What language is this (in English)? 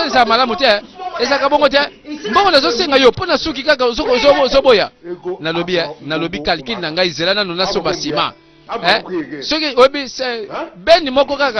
Lingala